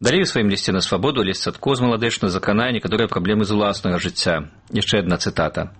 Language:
Belarusian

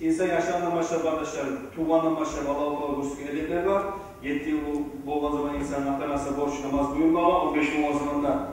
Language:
Kumyk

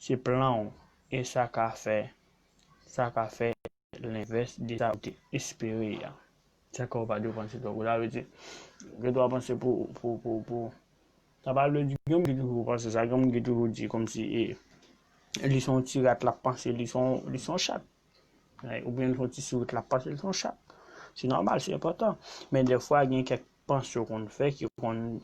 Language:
Haitian Creole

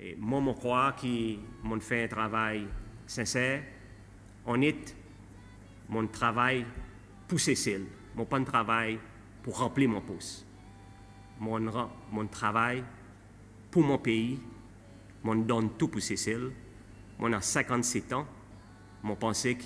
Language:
Seselwa Creole French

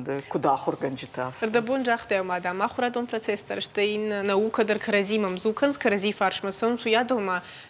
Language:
Ossetic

